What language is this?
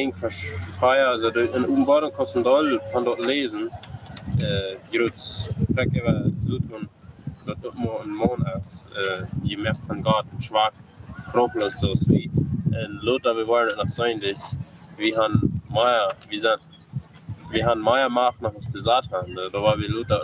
Plautdietsch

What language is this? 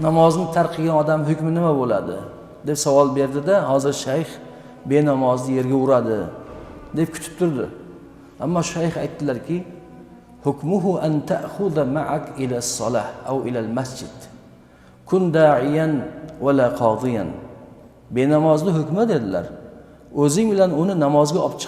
Uzbek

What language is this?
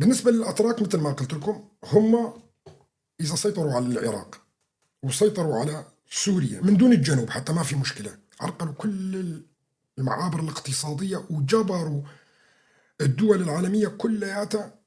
North Levantine Arabic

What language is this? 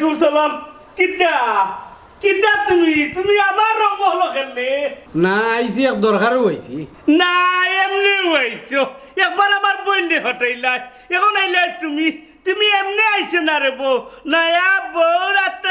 Sylheti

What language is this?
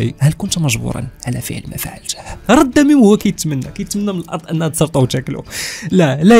Moroccan Arabic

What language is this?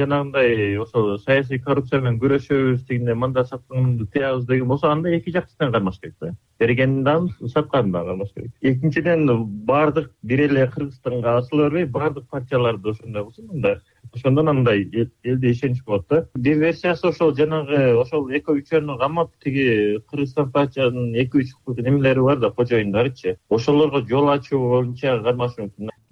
Kyrgyz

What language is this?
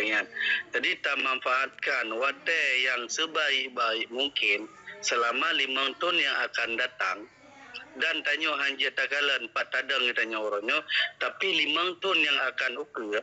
Achinese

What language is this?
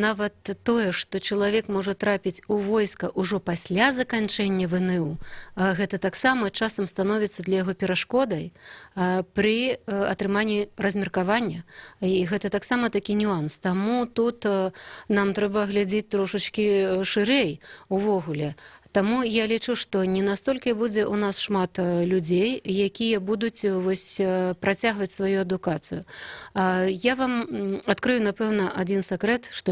Belarusian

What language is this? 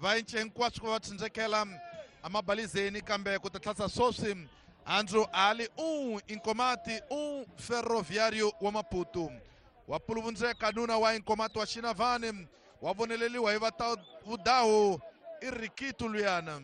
Tsonga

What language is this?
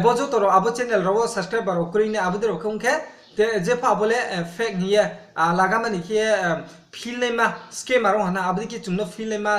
Riang (India)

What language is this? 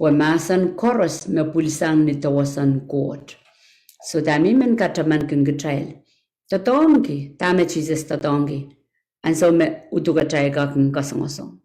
Pohnpeian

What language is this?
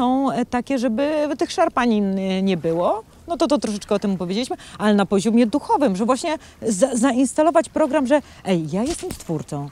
Polish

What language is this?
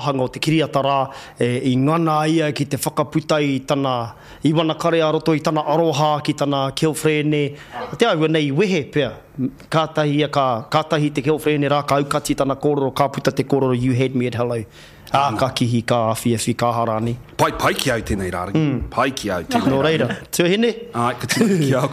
Māori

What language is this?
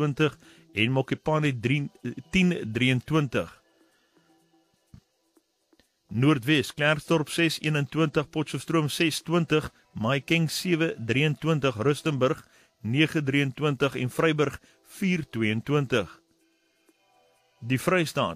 Afrikaans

